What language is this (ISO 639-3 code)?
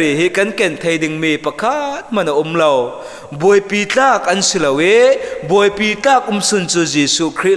cfm